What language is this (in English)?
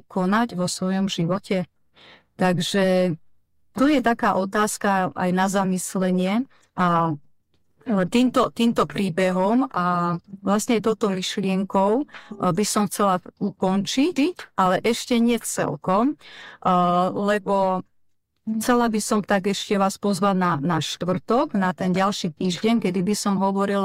Slovak